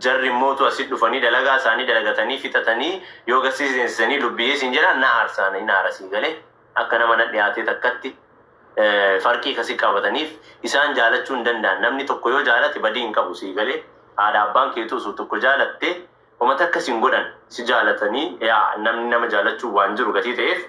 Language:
Oromo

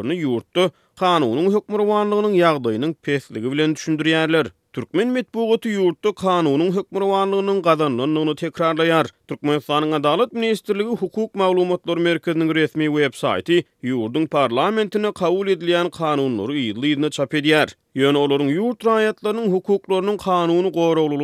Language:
Turkmen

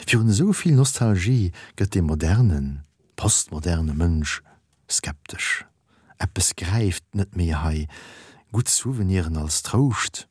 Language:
Luxembourgish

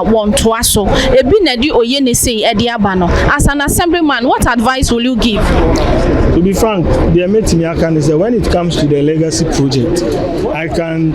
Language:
Akan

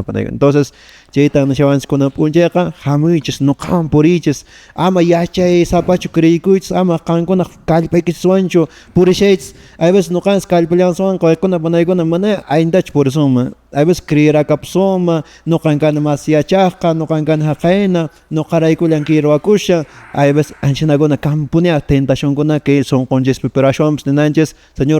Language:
Quechua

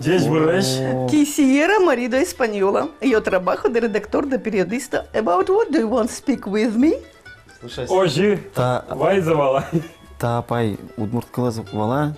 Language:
Udmurt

